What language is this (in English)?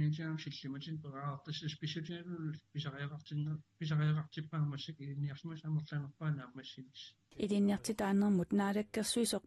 Kalaallisut